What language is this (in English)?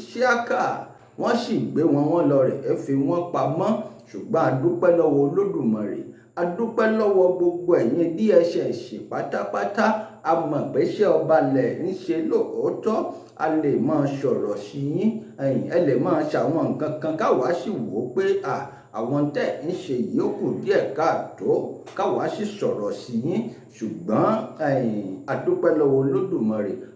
Yoruba